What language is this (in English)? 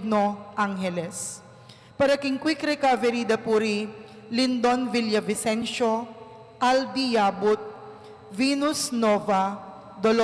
Pampanga